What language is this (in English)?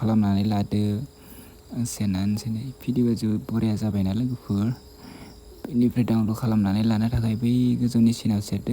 Bodo